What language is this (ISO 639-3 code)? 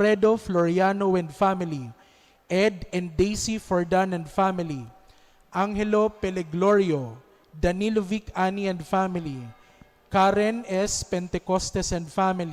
bik